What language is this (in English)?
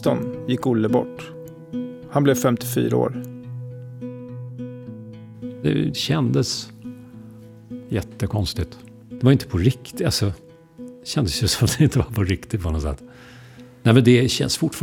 Swedish